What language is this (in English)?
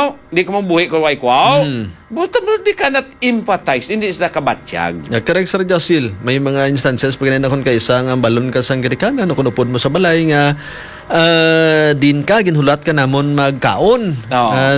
Hiligaynon